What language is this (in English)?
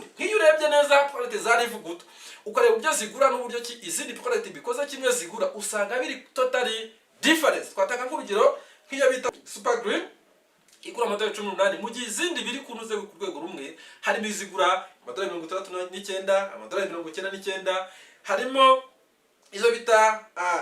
Kinyarwanda